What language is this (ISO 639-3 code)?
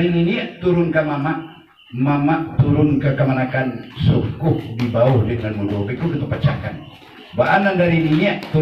min